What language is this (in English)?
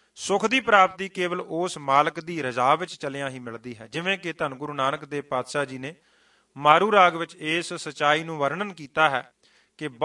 Punjabi